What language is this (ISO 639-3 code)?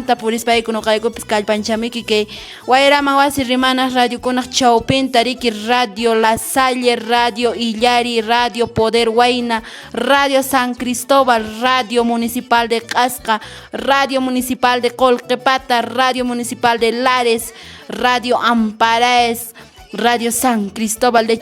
que